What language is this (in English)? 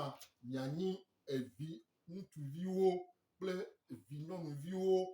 Gen